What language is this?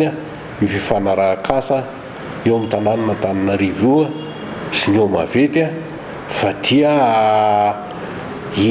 Malagasy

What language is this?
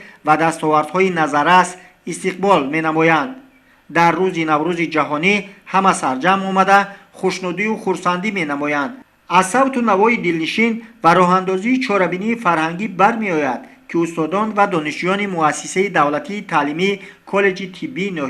Tajik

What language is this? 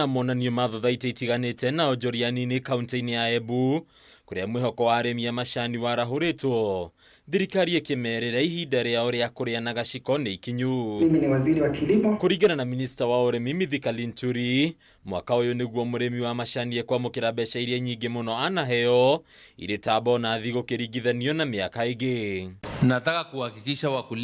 Kikuyu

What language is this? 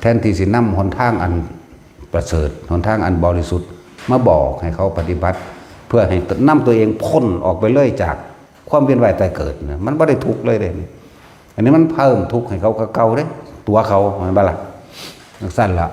Northeastern Thai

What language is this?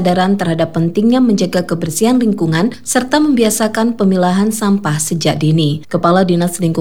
Indonesian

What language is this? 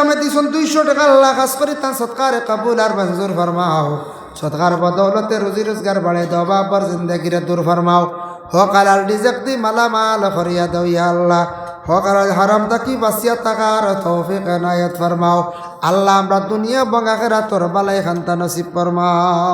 Sylheti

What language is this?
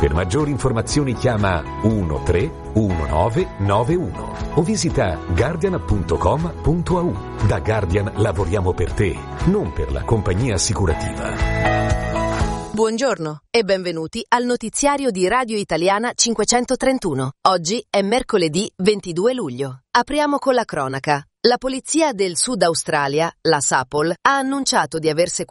Italian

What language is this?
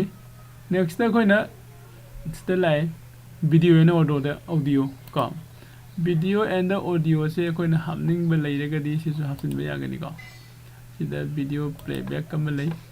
Manipuri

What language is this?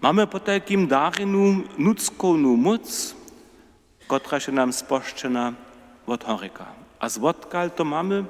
Upper Sorbian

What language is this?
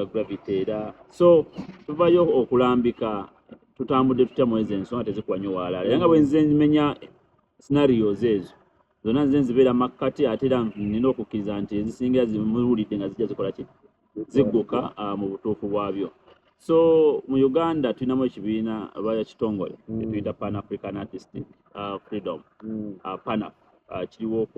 Ganda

